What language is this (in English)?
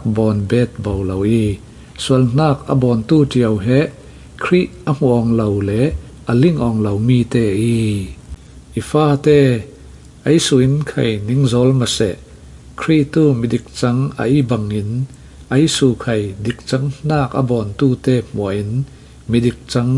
Falam Chin